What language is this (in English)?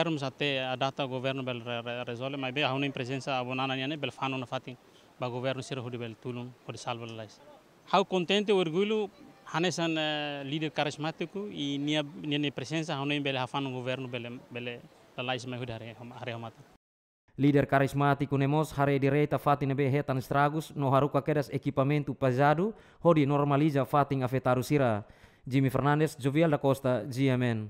Tetum